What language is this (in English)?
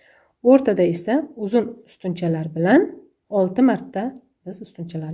Uzbek